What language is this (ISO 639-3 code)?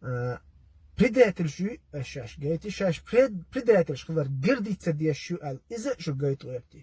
che